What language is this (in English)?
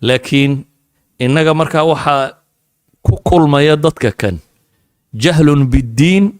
Somali